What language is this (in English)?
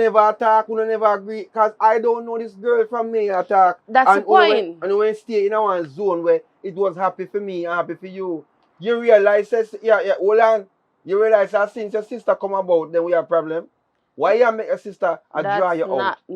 Jamaican Creole English